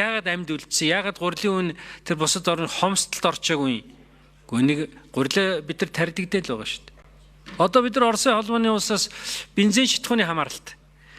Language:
Mongolian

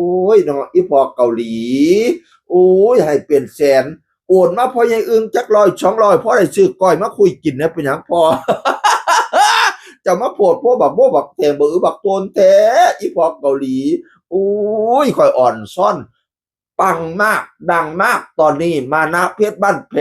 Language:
Northeastern Thai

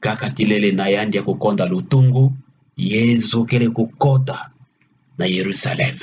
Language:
Kituba (Democratic Republic of Congo)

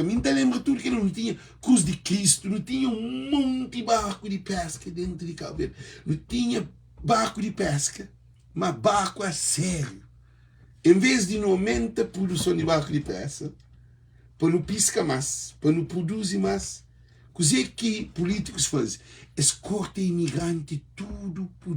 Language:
Kabuverdianu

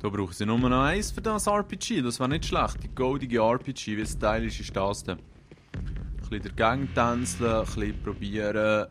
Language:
Swiss German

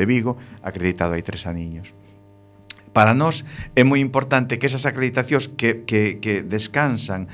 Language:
Galician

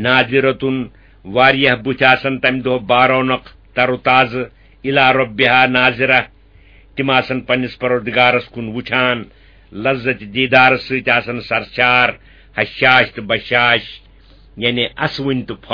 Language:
Kashmiri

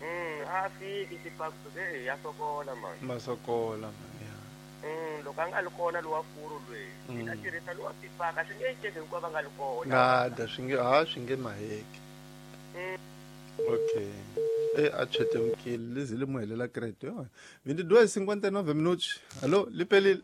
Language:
Tsonga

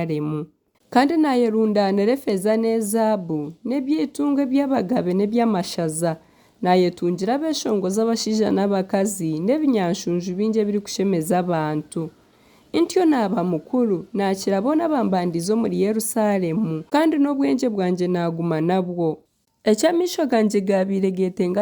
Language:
Nyankole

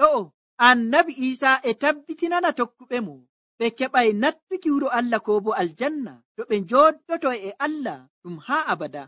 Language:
Nigerian Fulfulde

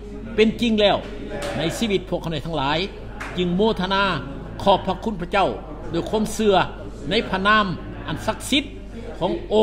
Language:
Thai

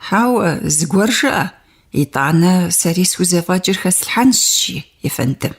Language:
Kabardian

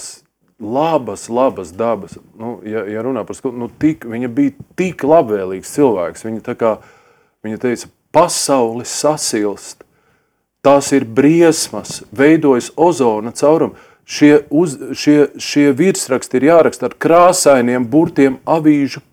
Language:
Latvian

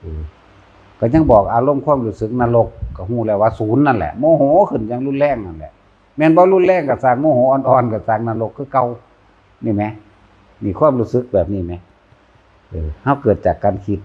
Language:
Northeastern Thai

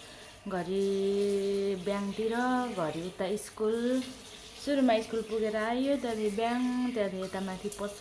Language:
Nepali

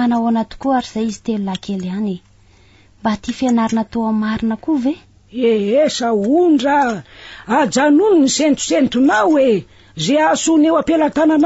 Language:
Malagasy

